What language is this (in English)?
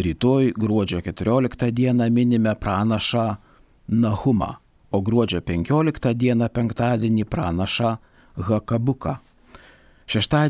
Lithuanian